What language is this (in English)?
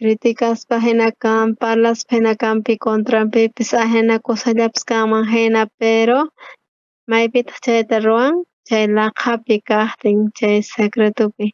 South Bolivian Quechua